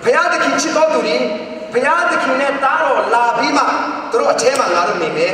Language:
Hakha Chin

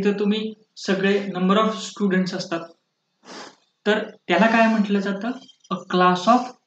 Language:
Marathi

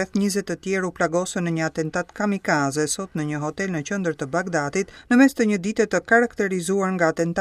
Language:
Albanian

